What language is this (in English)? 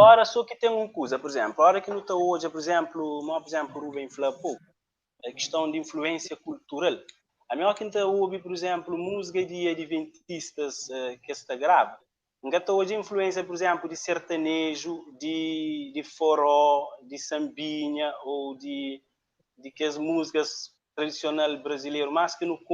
Kabuverdianu